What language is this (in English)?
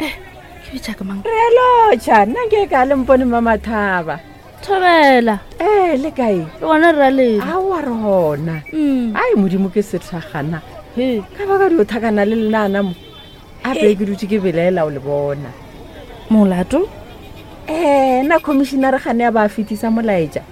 Northern Sotho